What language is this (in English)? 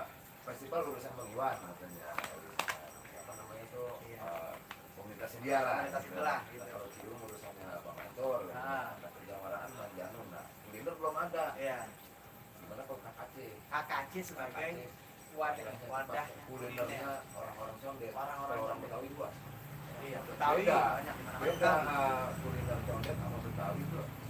Betawi